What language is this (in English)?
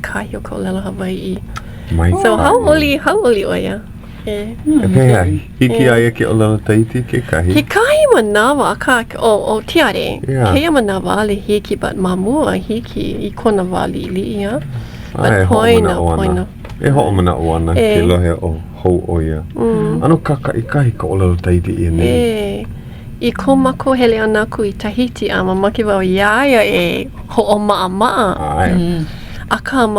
Hawaiian